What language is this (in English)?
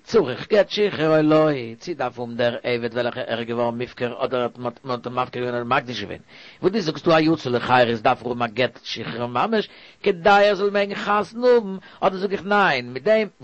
Yiddish